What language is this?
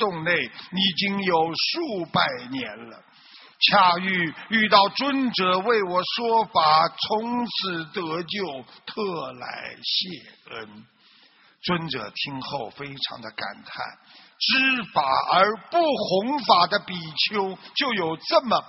Chinese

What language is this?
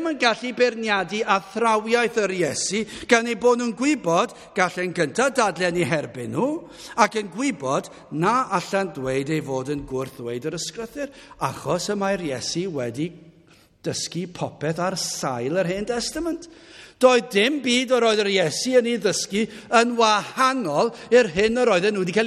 Welsh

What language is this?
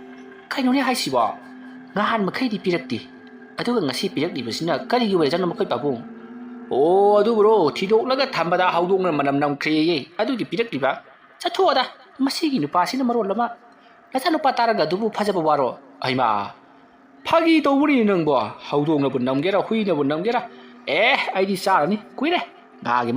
Manipuri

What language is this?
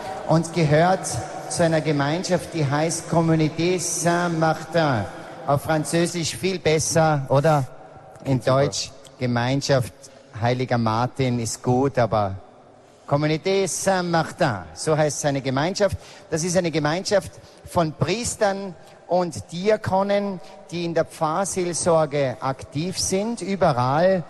German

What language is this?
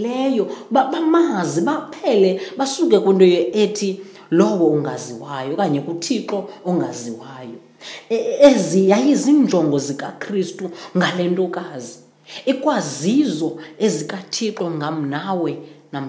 Xhosa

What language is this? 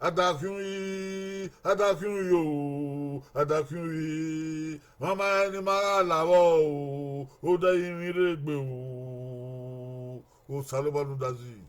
Bini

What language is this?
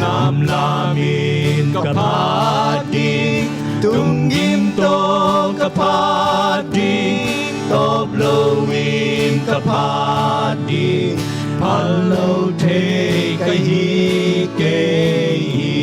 Tedim Chin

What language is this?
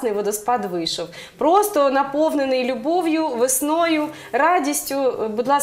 Ukrainian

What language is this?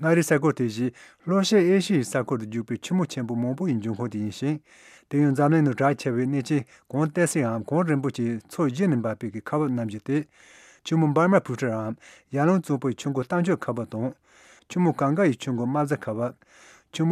Tibetan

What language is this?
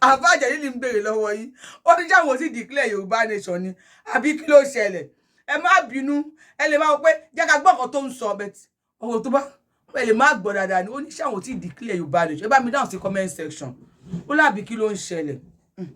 Yoruba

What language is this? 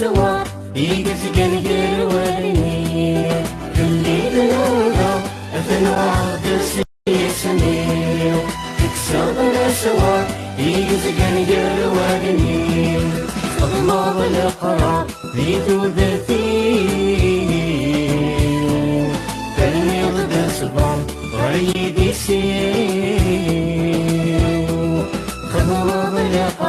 Kabyle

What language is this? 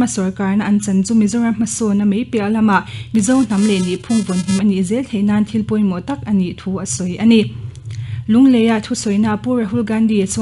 Mizo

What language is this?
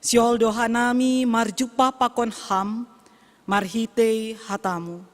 Batak Simalungun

